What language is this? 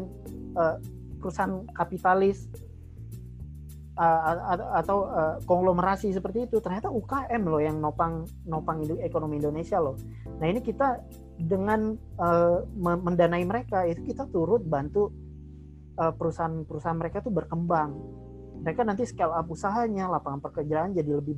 Indonesian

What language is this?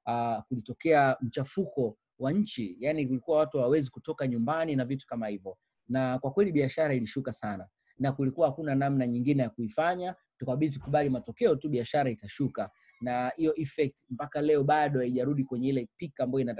Swahili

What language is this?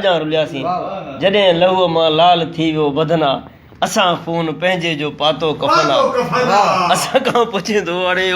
Sindhi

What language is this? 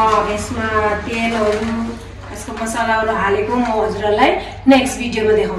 Nepali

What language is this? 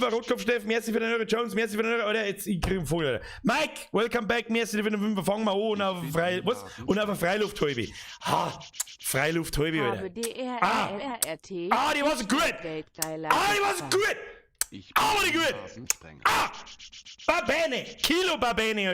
Bavarian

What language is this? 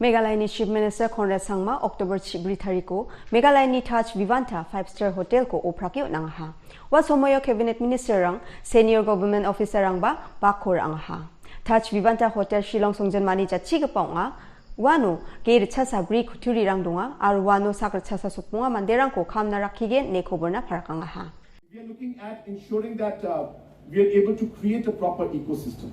Garo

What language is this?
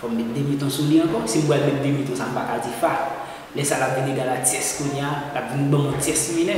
Haitian Creole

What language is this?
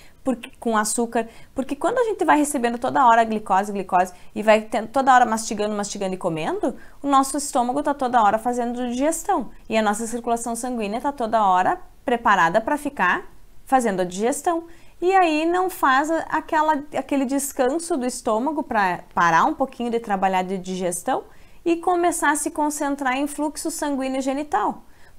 Portuguese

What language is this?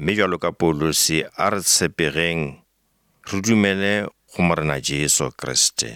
Northern Sotho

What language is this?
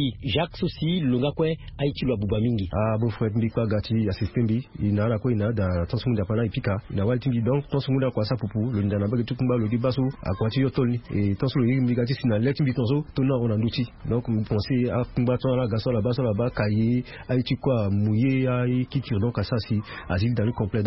Sango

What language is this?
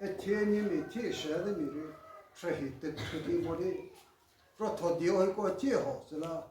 Chokri Naga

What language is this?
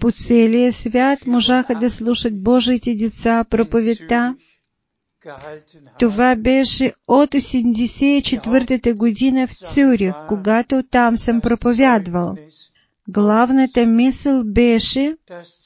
Bulgarian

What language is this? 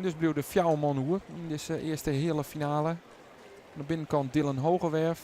Western Frisian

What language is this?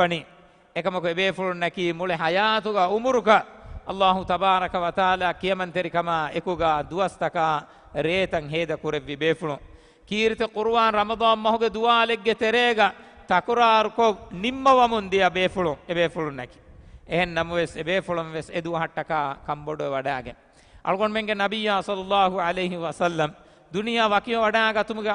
Divehi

